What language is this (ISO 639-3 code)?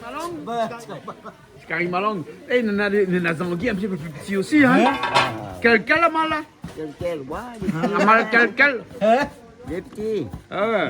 rcf